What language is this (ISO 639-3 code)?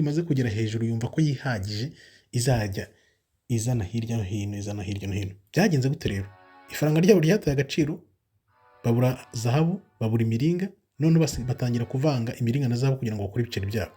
kin